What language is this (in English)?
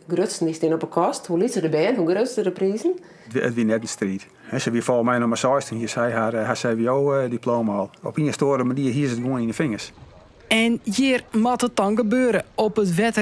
Western Frisian